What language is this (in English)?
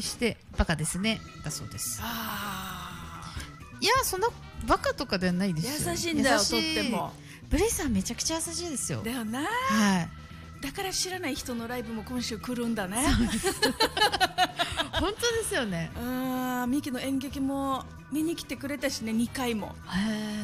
Japanese